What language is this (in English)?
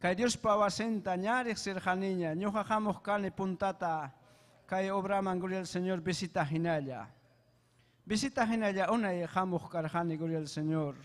Ayacucho Quechua